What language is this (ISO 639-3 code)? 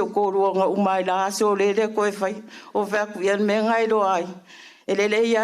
smo